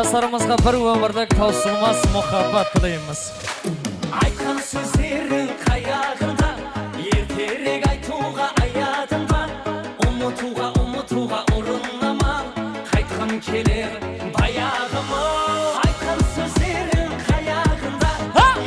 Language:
Kara-Kalpak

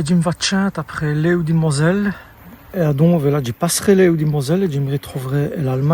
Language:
Walloon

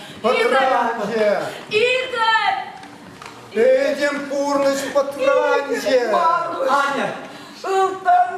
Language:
Chuvash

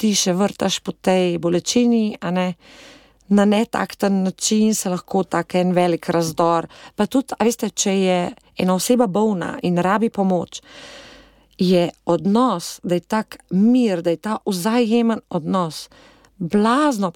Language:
Slovenian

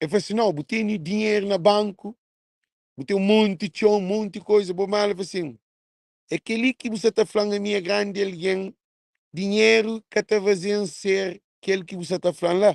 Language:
Kabuverdianu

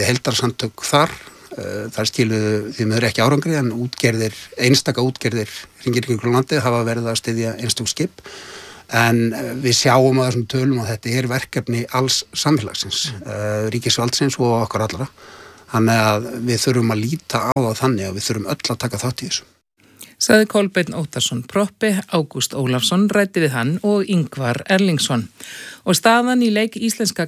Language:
Icelandic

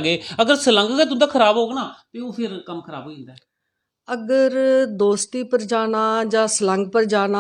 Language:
Dogri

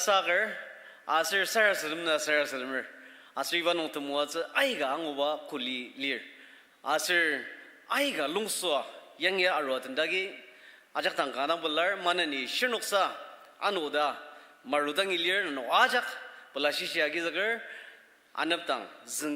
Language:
Ao Naga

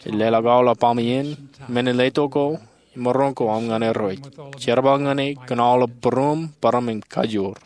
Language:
Marshallese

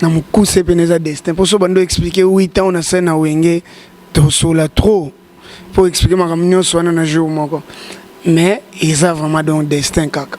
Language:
Lingala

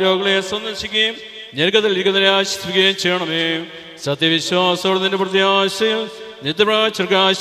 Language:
Malayalam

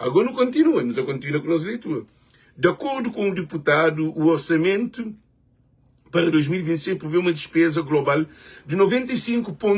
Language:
Kabuverdianu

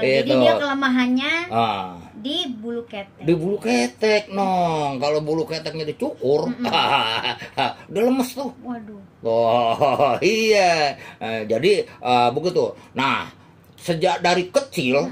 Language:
Betawi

